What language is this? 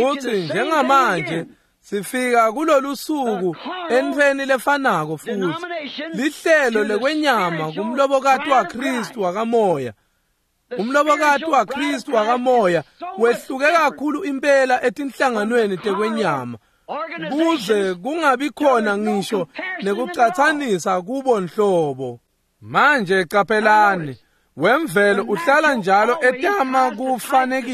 Swati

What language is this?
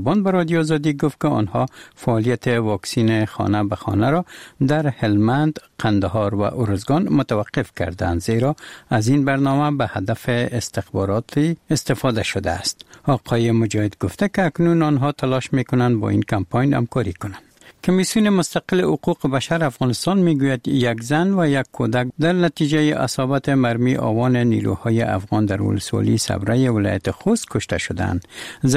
Persian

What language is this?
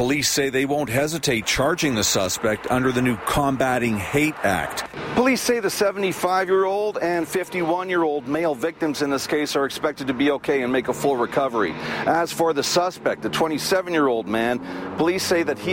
English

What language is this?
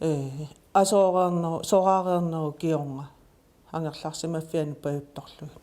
Kalaallisut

